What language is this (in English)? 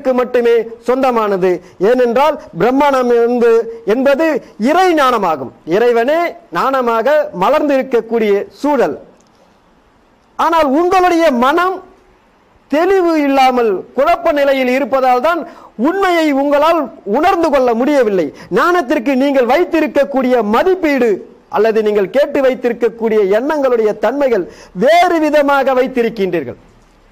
Tamil